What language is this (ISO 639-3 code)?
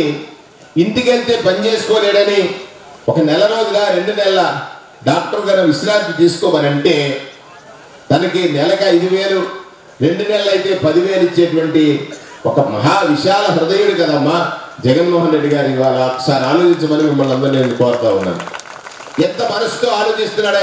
tel